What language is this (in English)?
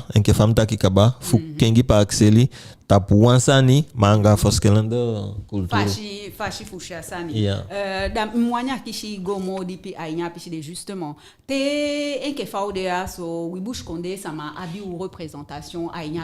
Eastern Maroon Creole